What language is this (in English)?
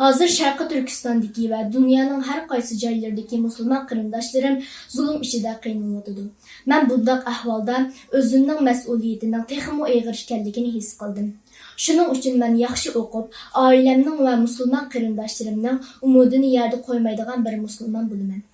Uyghur